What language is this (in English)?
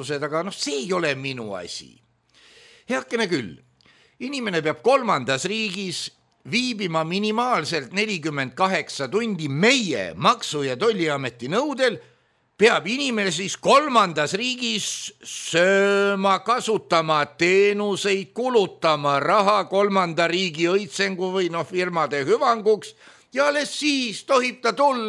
Estonian